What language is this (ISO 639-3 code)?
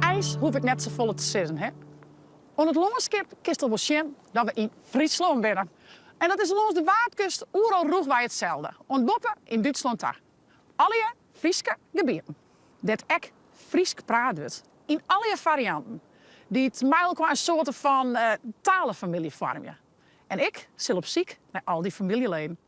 fry